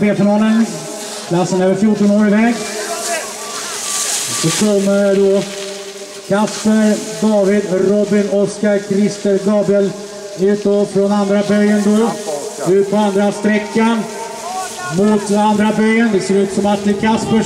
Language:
Swedish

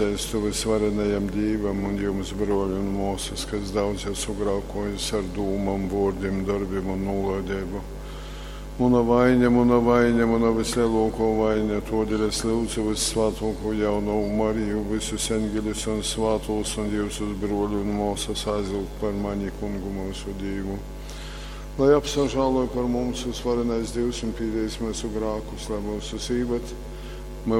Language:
Latgalian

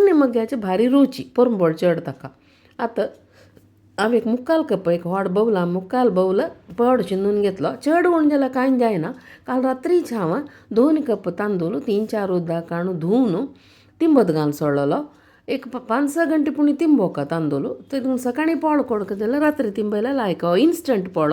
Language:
Konkani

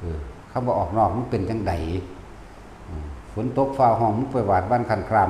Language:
Northeastern Thai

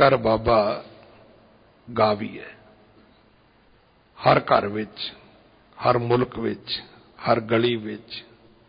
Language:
Punjabi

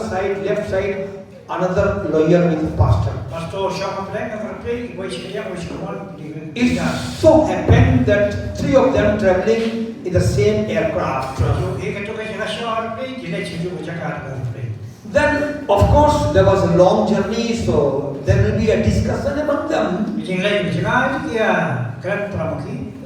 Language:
Khasi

